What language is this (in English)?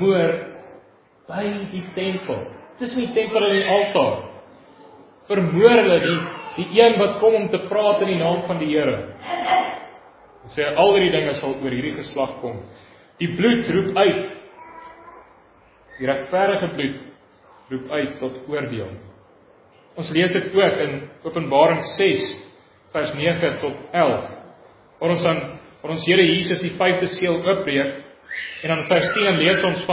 Afrikaans